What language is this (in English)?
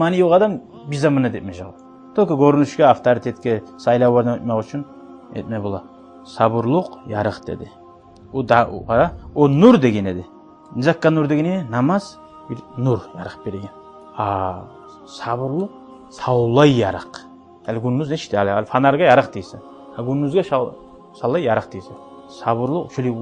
Kumyk